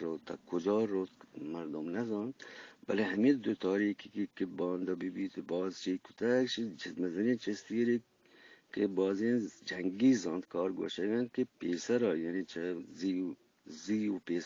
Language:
Eastern Balochi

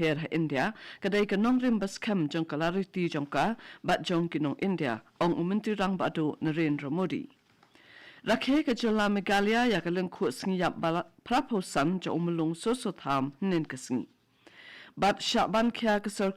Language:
Khasi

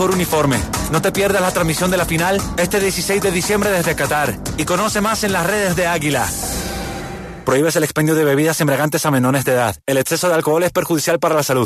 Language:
Spanish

